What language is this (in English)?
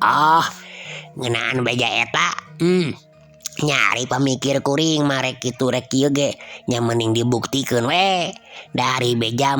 Sundanese